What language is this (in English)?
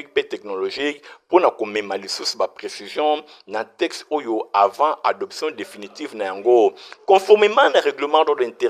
Lingala